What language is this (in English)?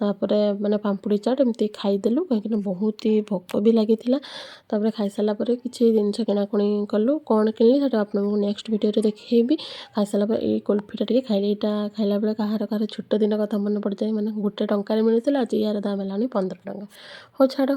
Odia